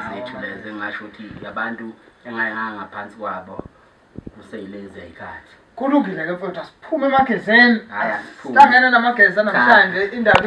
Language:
Zulu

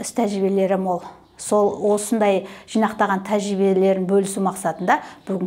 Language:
Kazakh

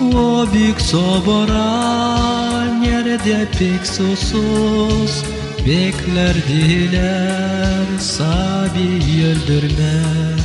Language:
Gagauz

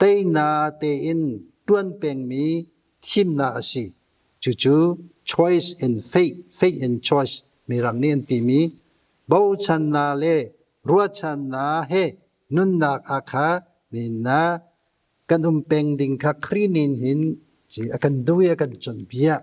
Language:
Hakha Chin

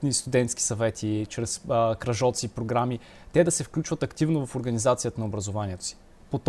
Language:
Bulgarian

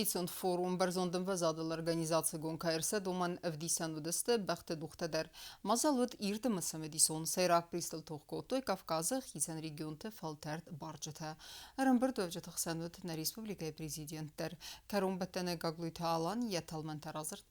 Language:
Ossetic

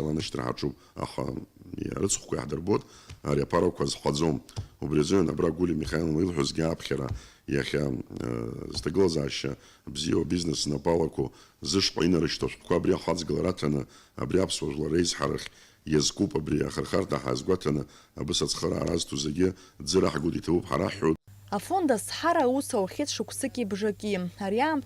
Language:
Abkhazian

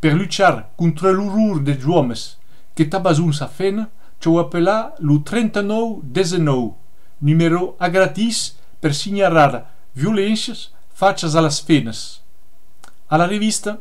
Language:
Occitan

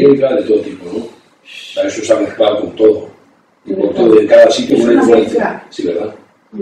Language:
Spanish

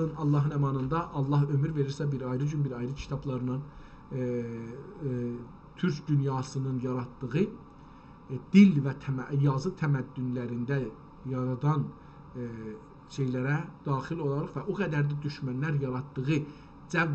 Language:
South Azerbaijani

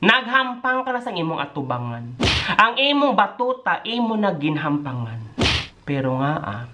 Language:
Hiligaynon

